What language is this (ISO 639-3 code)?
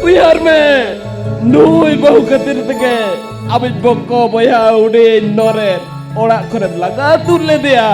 sat